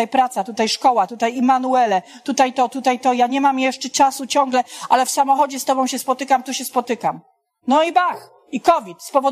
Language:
Polish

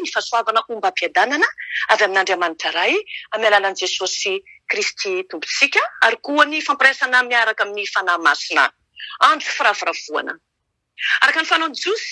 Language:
Malagasy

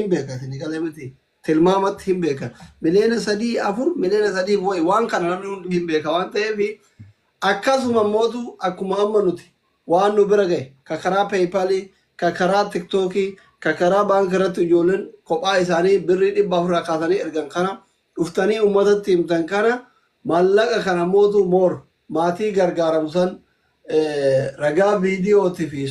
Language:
Oromo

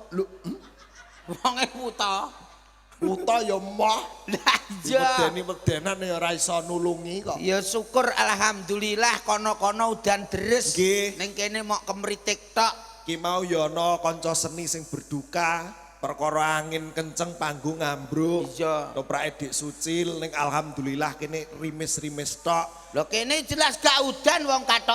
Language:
Javanese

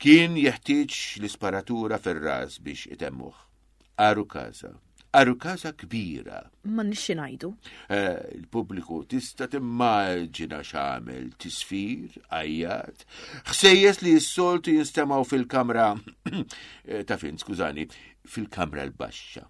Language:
Maltese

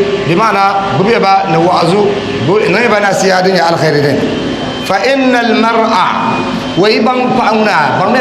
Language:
Dagbani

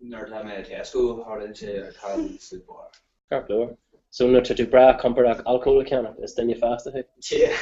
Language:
Irish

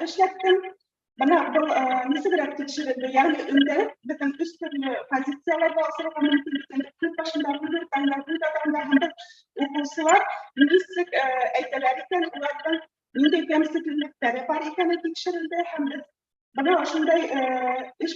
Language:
Bashkir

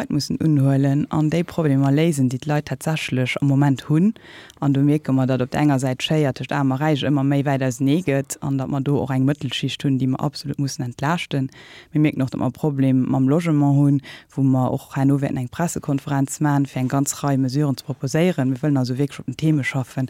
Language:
Luxembourgish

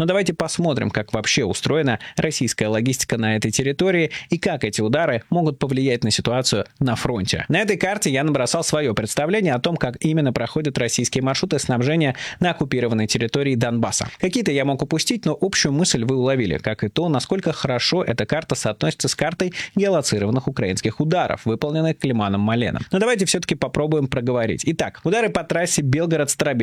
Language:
Russian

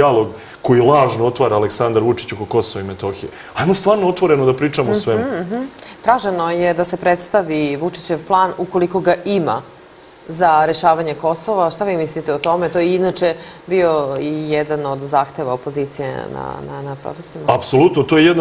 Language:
Serbian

